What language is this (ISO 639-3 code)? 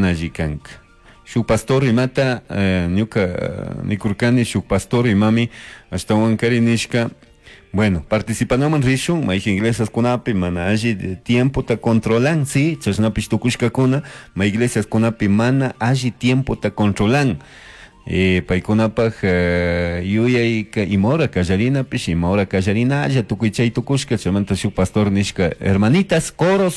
qug